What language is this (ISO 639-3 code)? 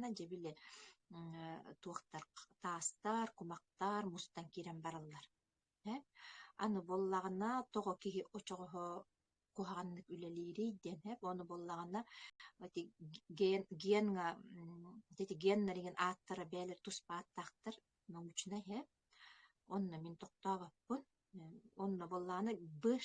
sah